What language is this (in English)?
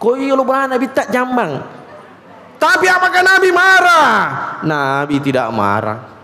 Buginese